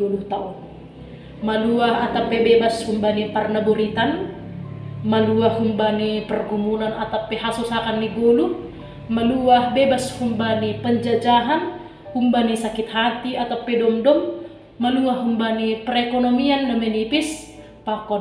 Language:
Batak Simalungun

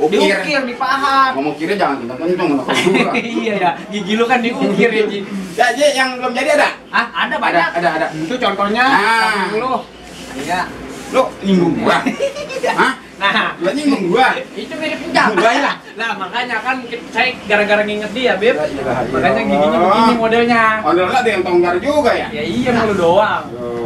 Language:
Betawi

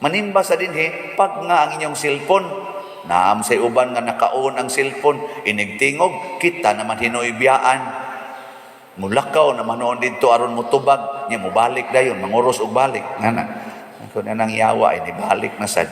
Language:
Cebuano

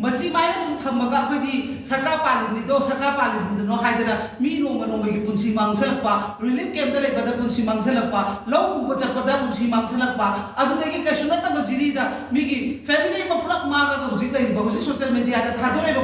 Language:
Manipuri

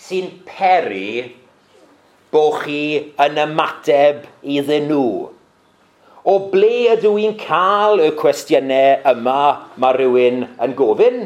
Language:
Welsh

